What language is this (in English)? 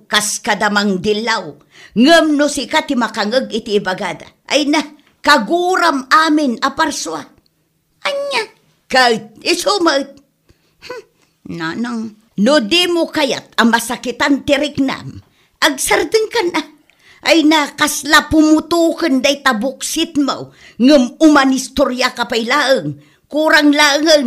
Iloko